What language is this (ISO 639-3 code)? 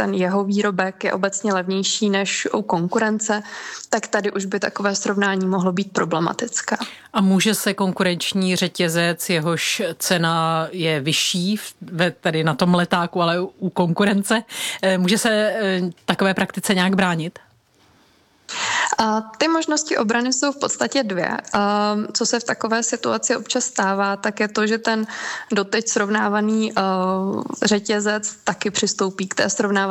ces